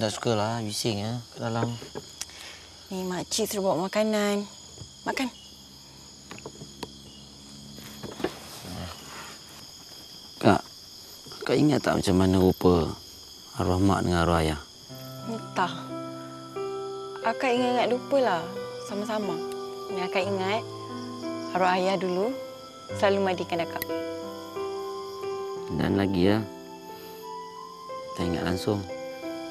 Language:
Malay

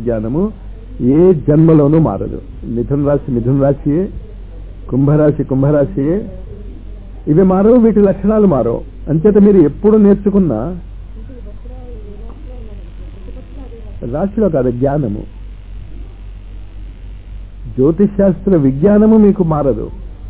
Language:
Telugu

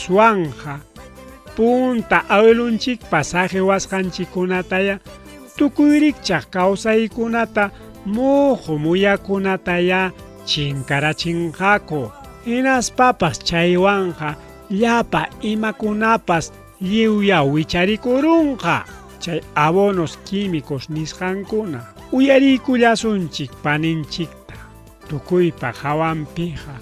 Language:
Ayacucho Quechua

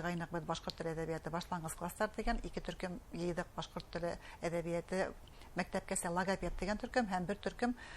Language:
Bashkir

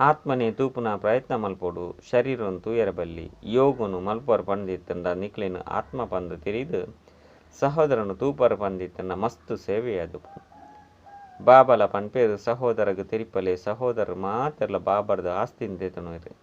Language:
Tulu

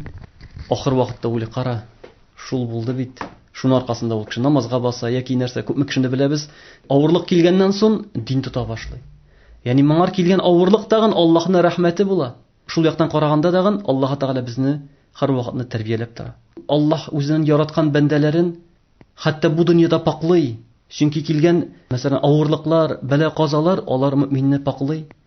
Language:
Tatar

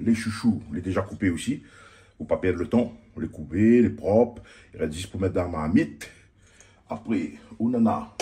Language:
Réunion Creole French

